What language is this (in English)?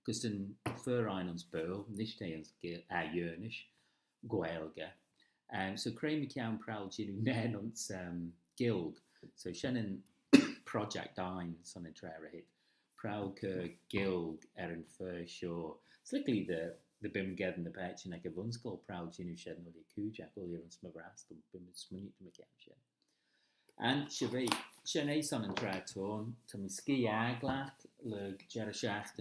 Manx